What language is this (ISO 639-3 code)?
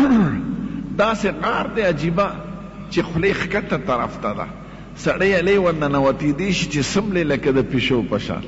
pus